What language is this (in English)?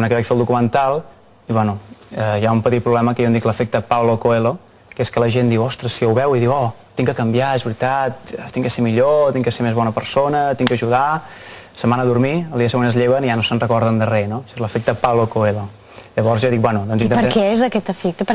Catalan